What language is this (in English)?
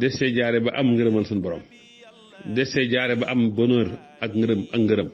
Wolof